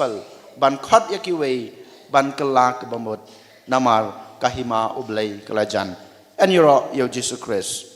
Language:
Khasi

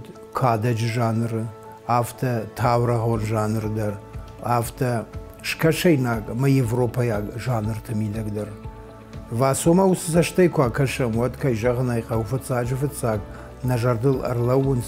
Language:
Ossetic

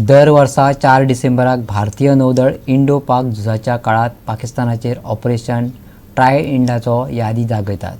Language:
Konkani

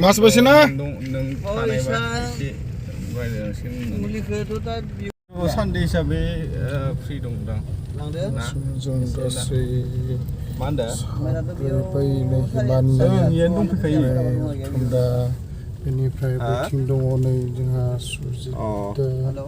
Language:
Bodo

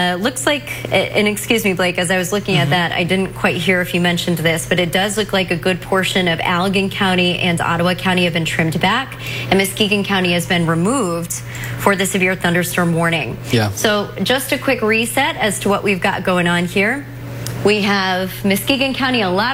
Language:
English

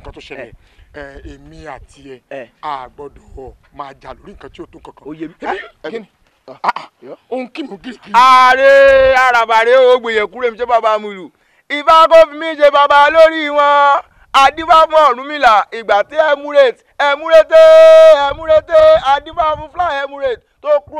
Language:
Yoruba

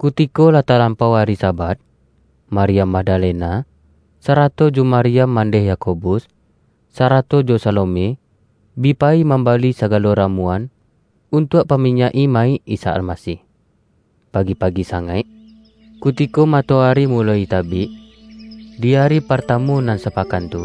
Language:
Minangkabau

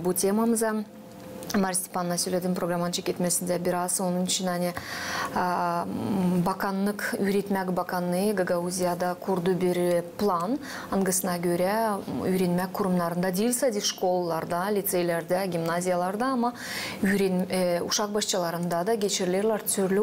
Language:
Gagauz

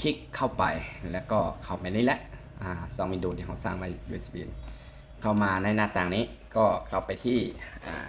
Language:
Lao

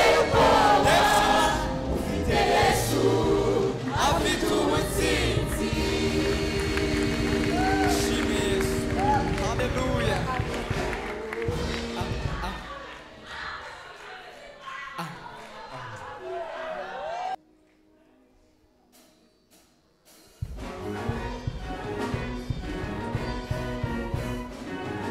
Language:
Kinyarwanda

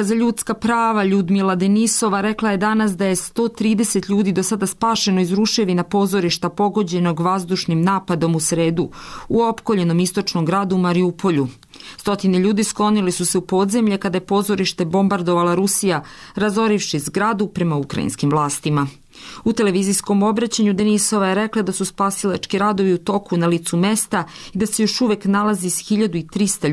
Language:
Serbian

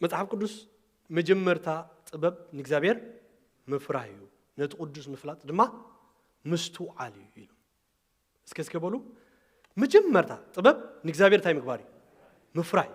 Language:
Tigrinya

